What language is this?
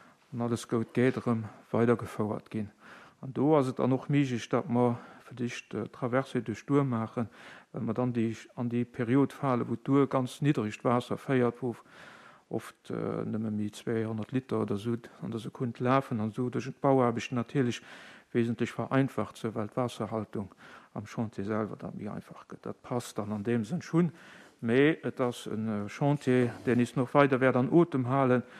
Luxembourgish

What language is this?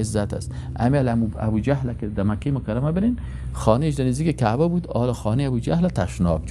Persian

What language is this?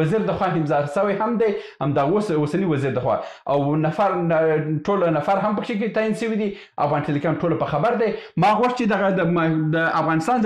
Pashto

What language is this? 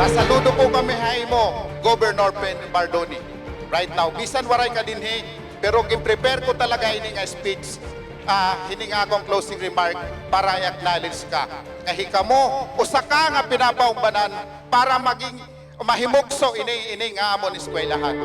Waray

